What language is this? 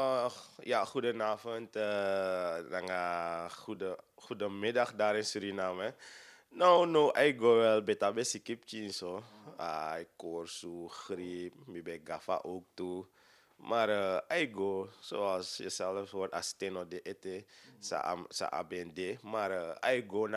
Sranan Tongo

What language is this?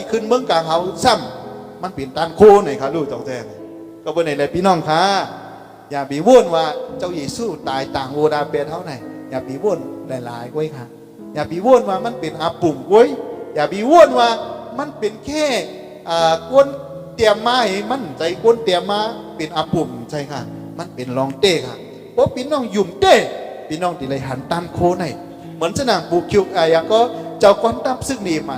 Shan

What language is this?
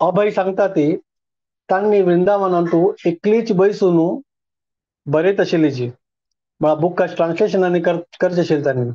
Konkani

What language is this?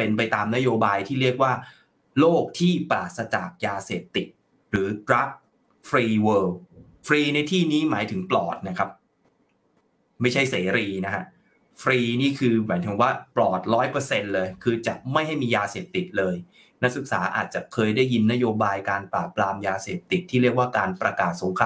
Thai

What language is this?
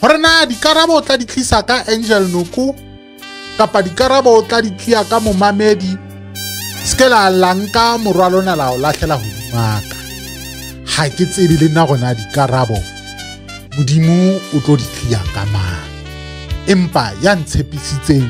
Southern Sotho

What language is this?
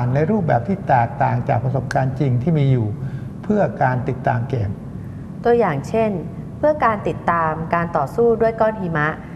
Thai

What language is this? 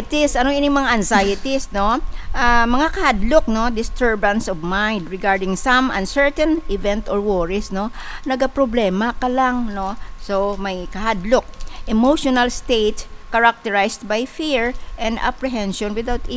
Hiligaynon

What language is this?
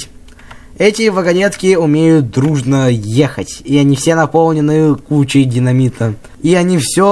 Russian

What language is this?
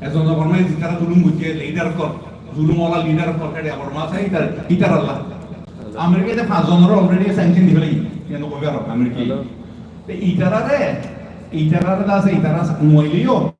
Rohingya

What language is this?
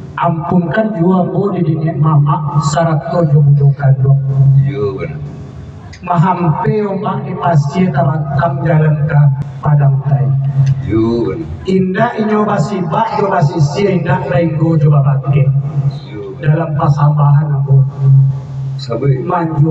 Minangkabau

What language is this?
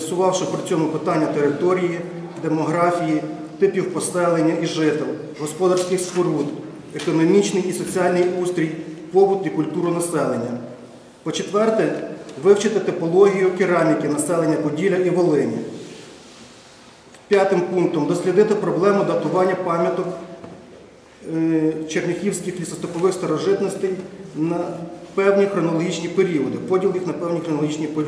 Ukrainian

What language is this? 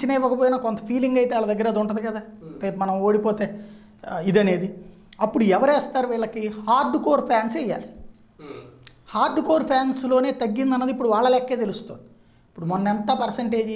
Telugu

